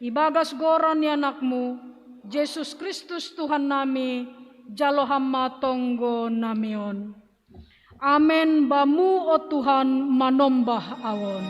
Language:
Batak Simalungun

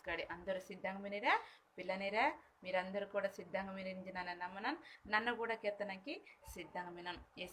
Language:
Koya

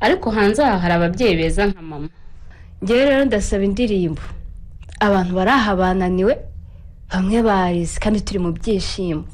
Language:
Kinyarwanda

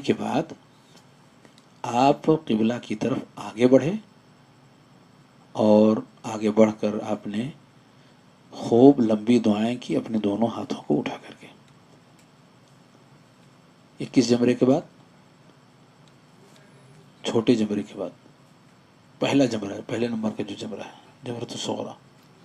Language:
Urdu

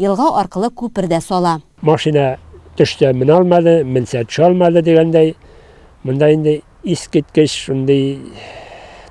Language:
Tatar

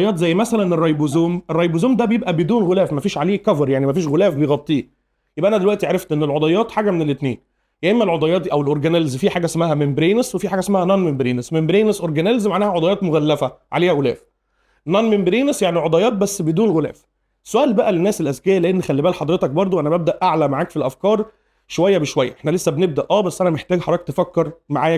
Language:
Egyptian Arabic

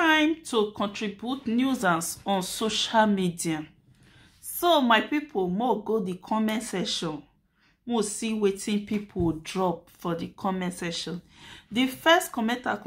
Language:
Nigerian Pidgin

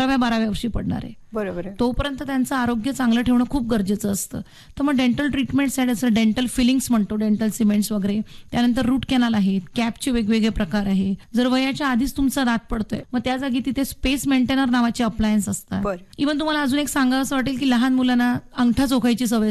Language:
Marathi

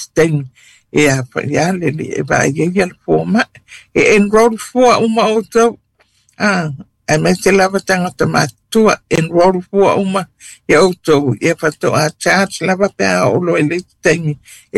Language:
Samoan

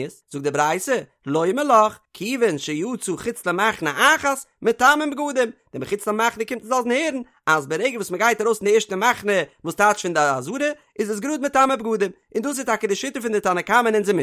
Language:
Yiddish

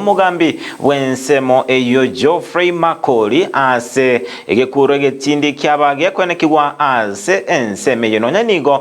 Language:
Gusii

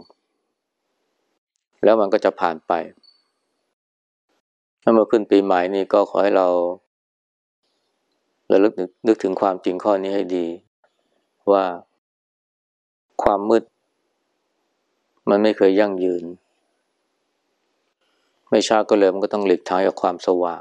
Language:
Thai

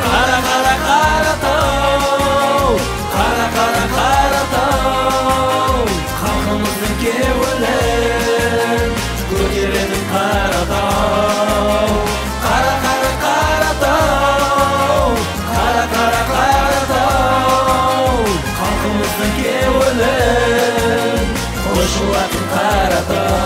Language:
Kara-Kalpak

